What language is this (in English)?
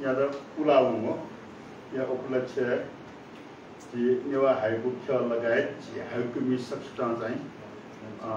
Newari